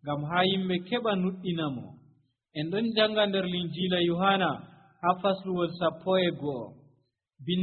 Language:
Nigerian Fulfulde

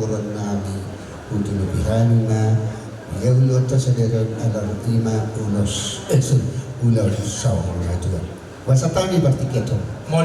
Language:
Batak Toba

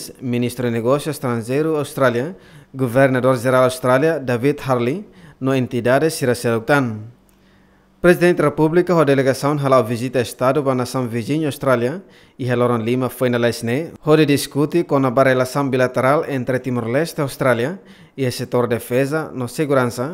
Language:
Tetum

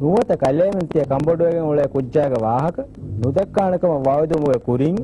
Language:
Divehi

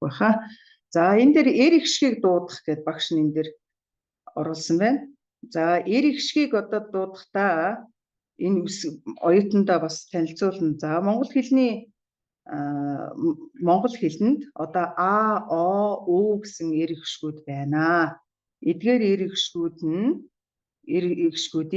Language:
Mongolian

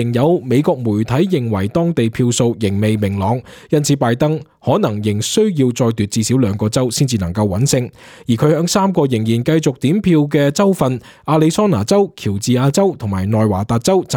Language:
Cantonese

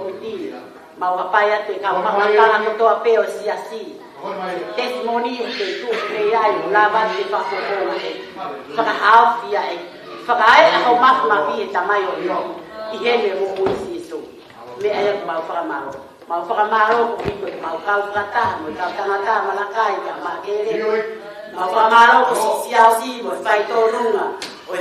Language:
Tongan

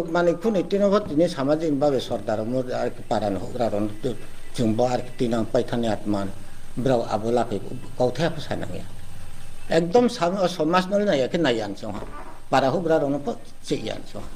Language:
Riang (India)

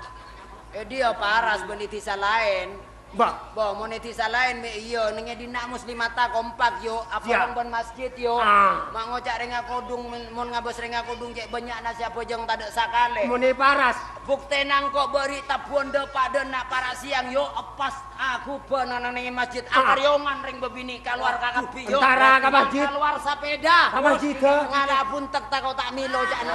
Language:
Madurese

